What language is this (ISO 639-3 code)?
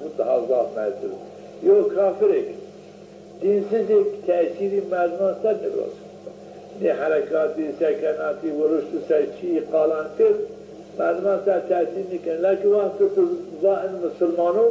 zza